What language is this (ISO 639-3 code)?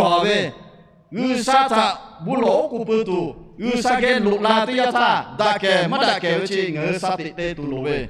lhu